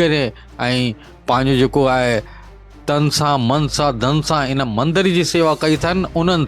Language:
Sindhi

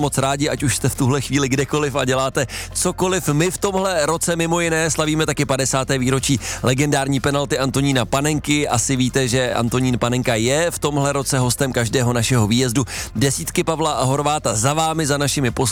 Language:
Czech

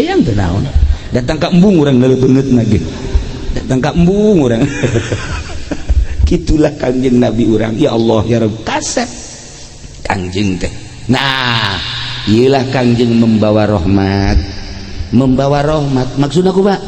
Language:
Sundanese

